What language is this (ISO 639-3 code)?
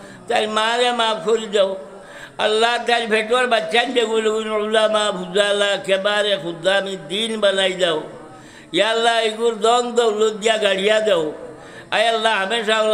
syl